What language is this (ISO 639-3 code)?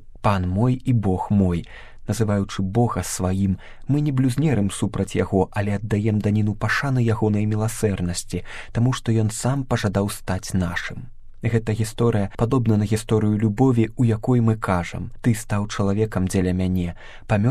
bel